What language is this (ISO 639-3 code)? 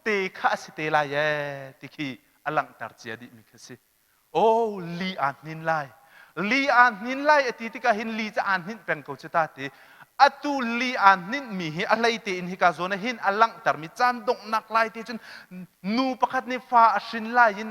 cnh